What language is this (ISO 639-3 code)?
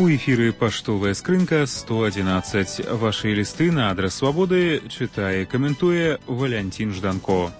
bel